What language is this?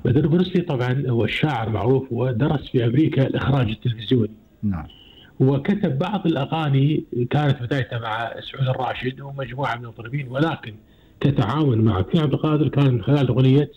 Gulf Arabic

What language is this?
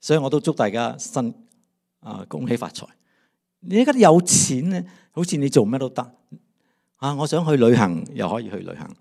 Cantonese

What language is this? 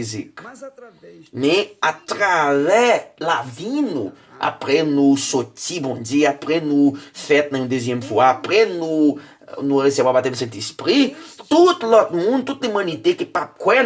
Haitian Creole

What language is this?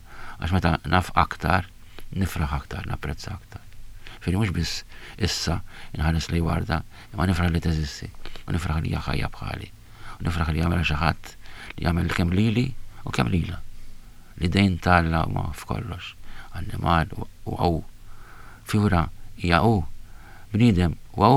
Maltese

